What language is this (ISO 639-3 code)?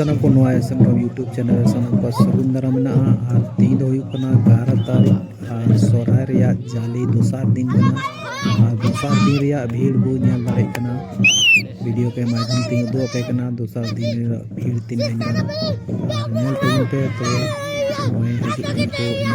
sat